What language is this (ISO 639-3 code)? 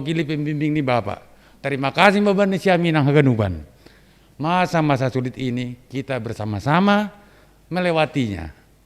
bts